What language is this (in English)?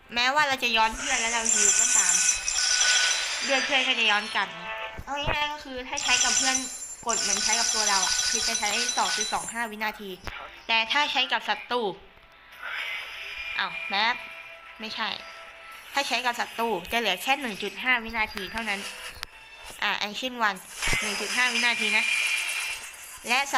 Thai